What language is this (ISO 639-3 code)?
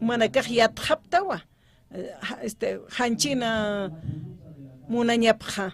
aym